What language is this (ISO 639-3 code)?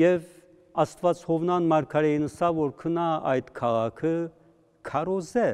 hyw